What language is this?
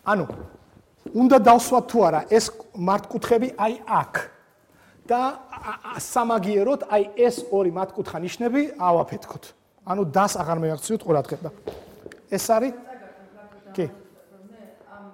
Georgian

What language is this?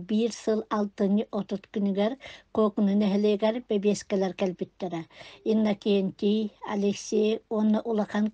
Yakut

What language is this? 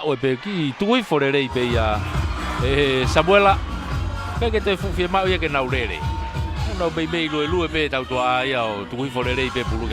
Tongan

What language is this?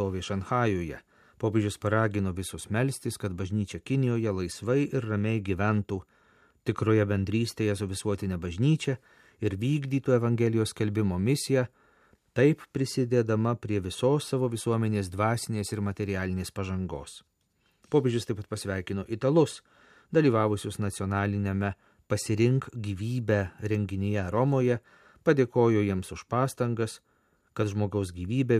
Lithuanian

